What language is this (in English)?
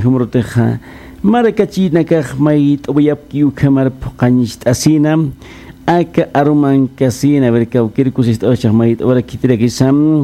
Aymara